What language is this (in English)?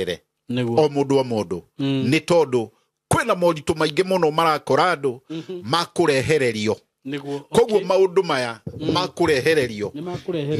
Kikuyu